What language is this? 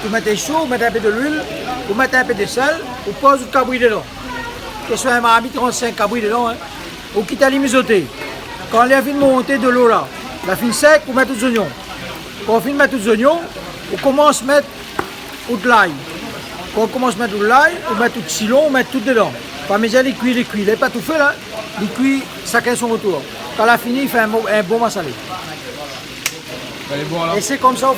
Réunion Creole French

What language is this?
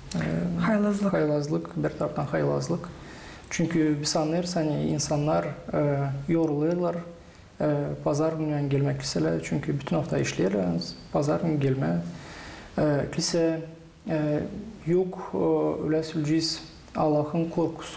Gagauz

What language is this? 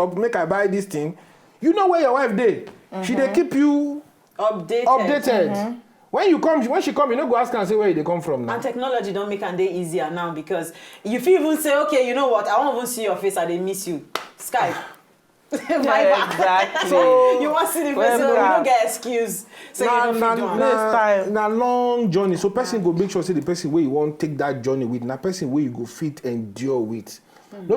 Nigerian Pidgin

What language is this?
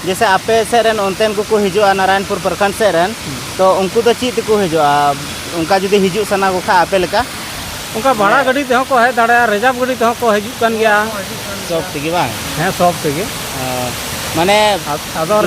Santali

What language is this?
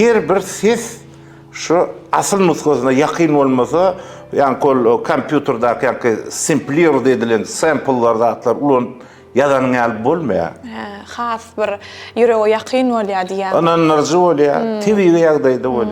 Turkmen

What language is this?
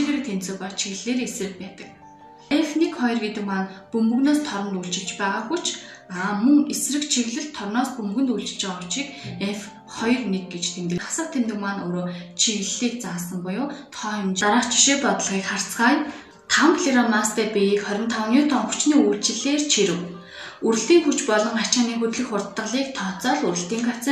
Mongolian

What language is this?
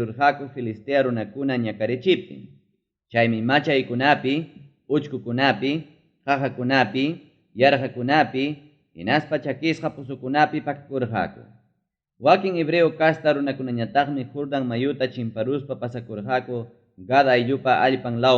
Ayacucho Quechua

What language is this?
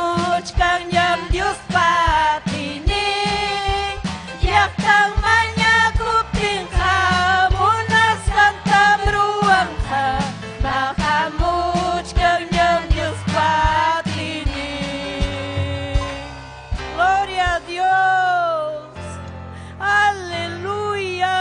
Ayacucho Quechua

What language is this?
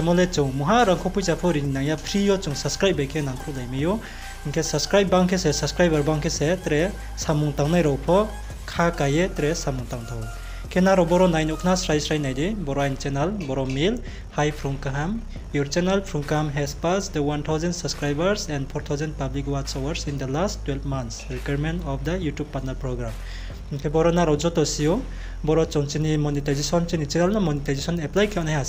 Riang (India)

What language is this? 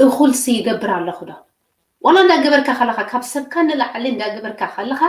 Tigrinya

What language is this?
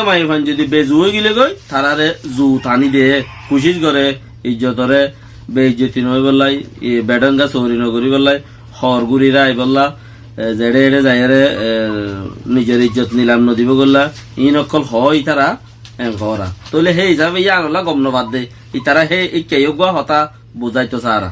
Rohingya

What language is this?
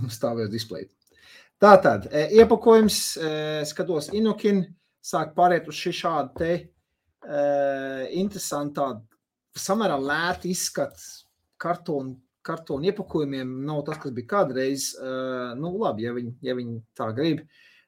Latvian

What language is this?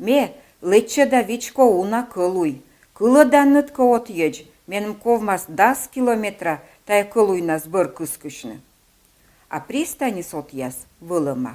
Komi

